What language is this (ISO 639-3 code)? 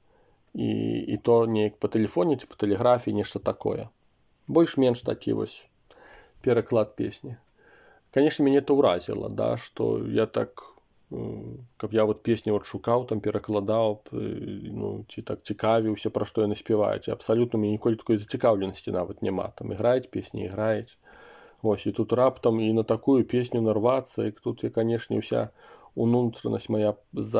bel